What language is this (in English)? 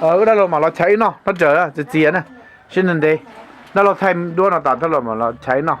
Hmong